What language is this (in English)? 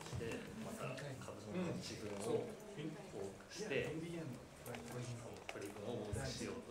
Japanese